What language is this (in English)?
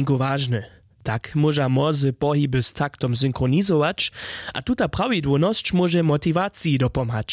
Upper Sorbian